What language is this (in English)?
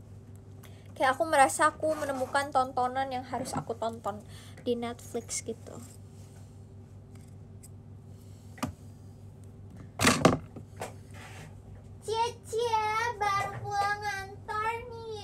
Indonesian